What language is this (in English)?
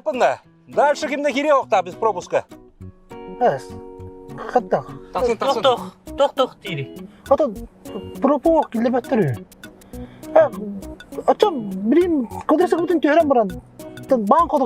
Yakut